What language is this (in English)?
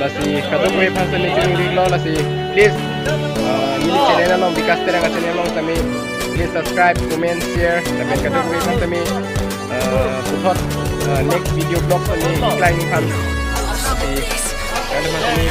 Karbi